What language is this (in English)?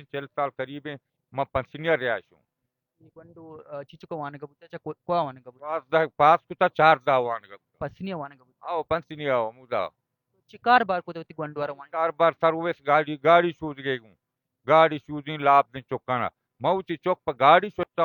Baluchi